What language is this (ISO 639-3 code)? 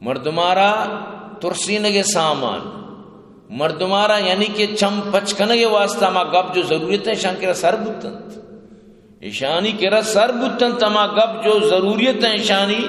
bgp